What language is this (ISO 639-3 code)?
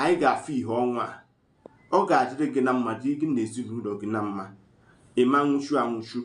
ibo